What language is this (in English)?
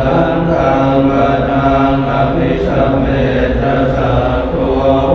Pali